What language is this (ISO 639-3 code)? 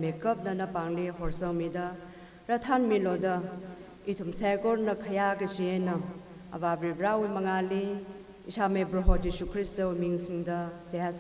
nmf